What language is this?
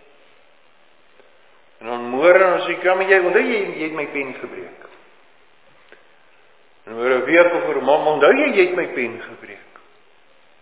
Afrikaans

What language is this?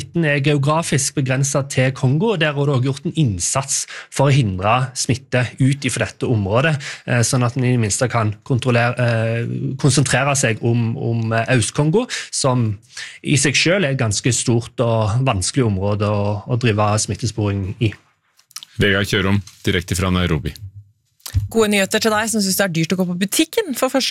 Norwegian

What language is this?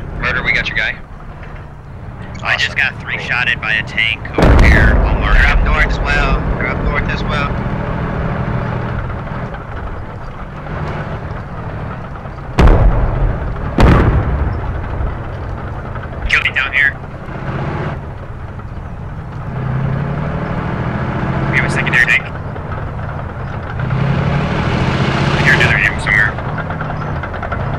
English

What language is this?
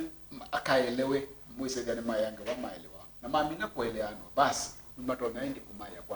Kamba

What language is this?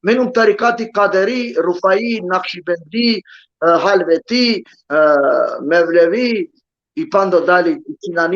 Balkan Romani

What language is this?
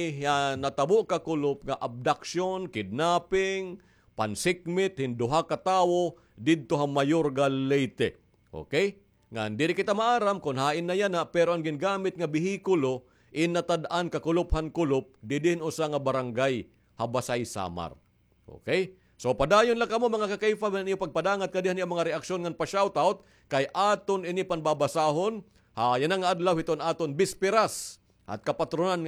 Waray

